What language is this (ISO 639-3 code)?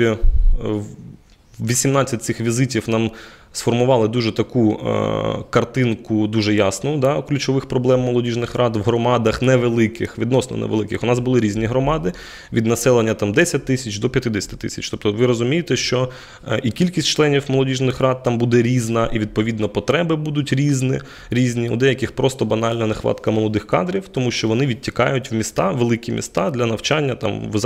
ukr